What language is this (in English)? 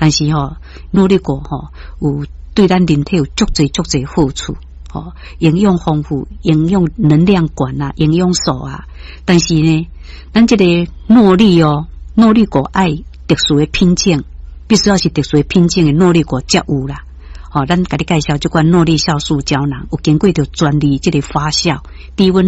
Min Nan Chinese